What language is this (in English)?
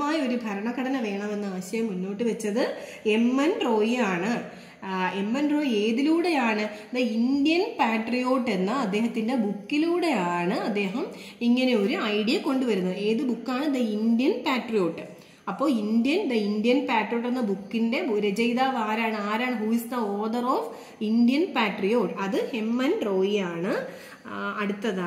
Malayalam